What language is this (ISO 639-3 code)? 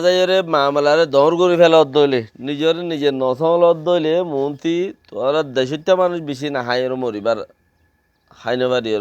rhg